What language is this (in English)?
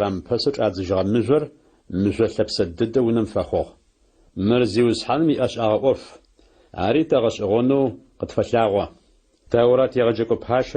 Adyghe